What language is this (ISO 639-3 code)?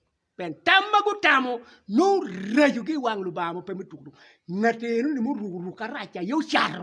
ach